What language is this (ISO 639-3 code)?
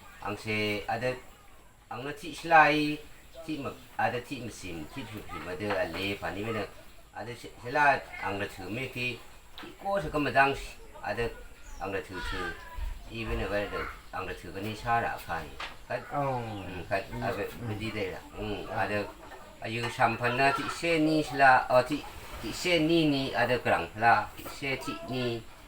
raw